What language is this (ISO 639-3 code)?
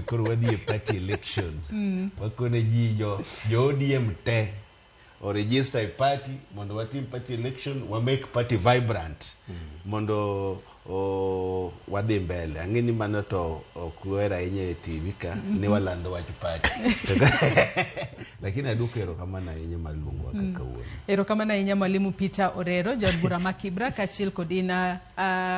luo